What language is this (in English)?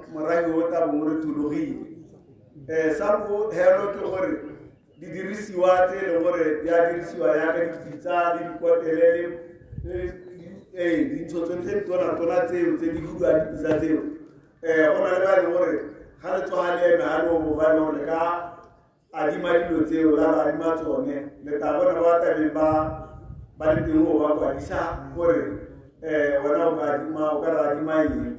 Tswana